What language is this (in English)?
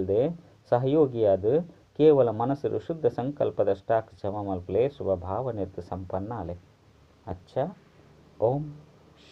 Tulu